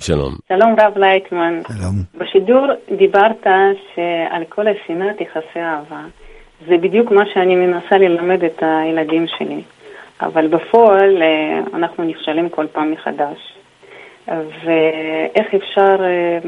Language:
Hebrew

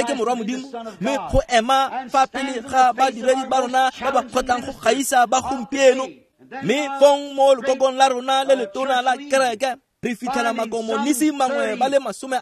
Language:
Tswana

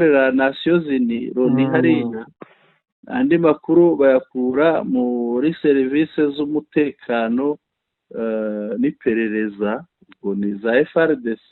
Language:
Kinyarwanda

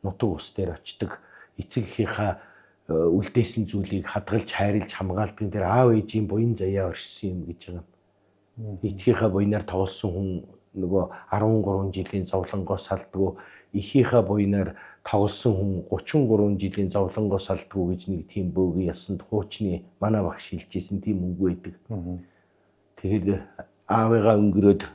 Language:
Mongolian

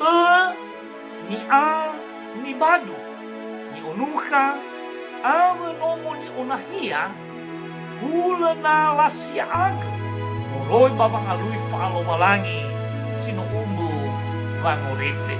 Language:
Nias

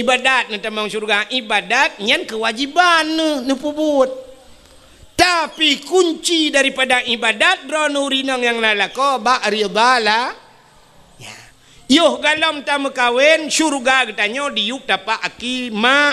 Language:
Achinese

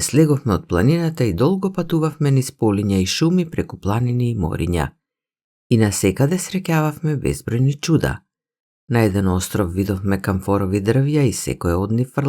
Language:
Macedonian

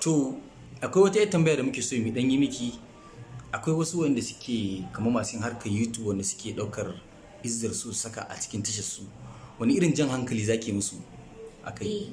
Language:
Hausa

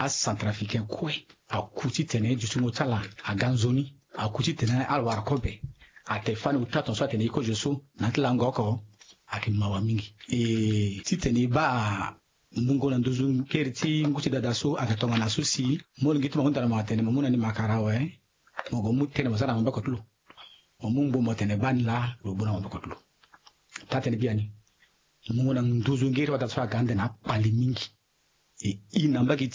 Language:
Sango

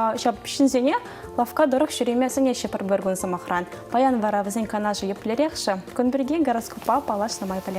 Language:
Chuvash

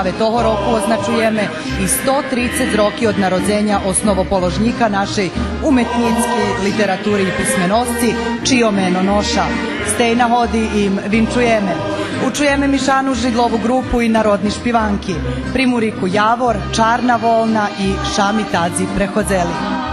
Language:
Rusyn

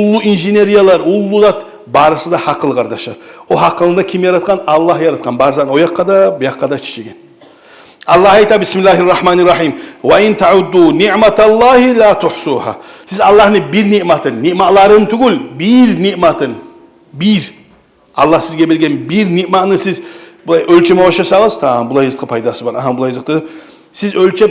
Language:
Kumyk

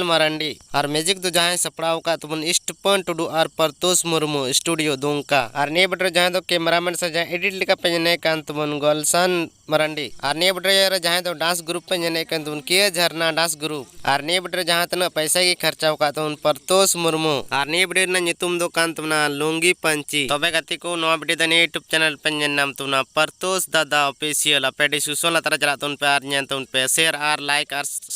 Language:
Santali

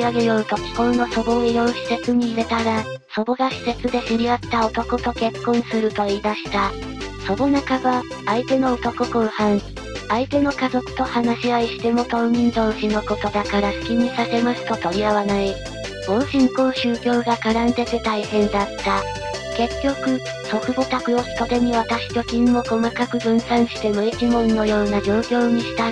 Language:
Japanese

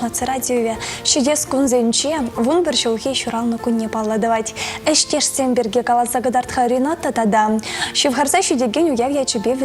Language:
Chuvash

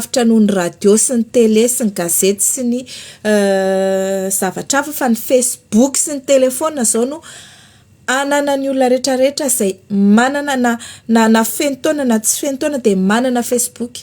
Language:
Malagasy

